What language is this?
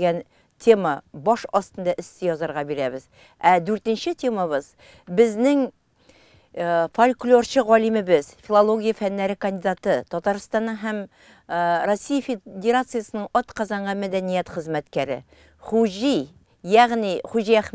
Tatar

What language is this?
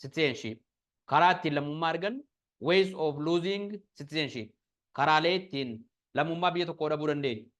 Oromo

